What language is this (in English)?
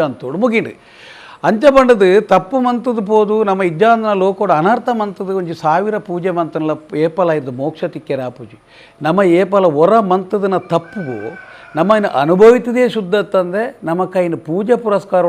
Tulu